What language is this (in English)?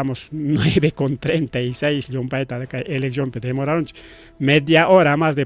Ayacucho Quechua